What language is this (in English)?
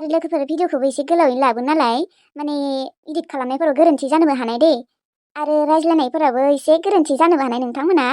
Bodo